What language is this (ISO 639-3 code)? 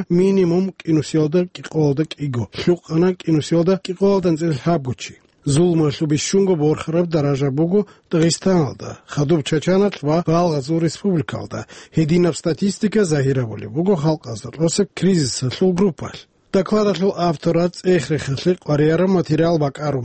ava